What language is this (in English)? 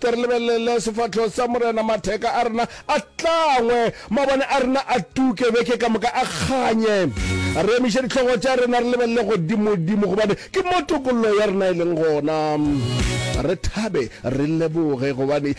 Northern Sotho